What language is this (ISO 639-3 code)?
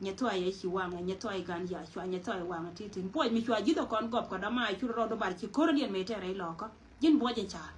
nus